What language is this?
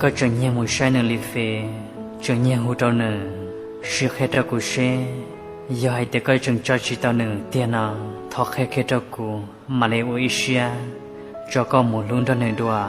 Hmong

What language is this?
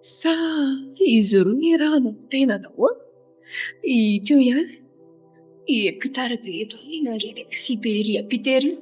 Malagasy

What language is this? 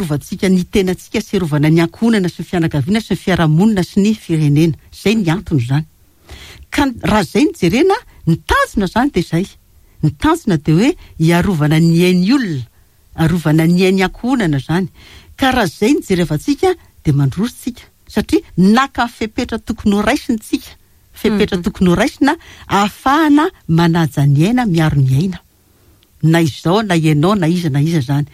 Malagasy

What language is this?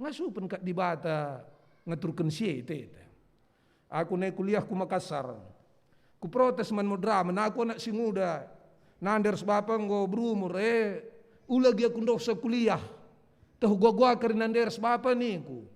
Batak Karo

